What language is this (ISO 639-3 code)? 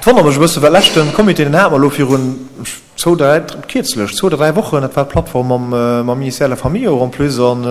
ltz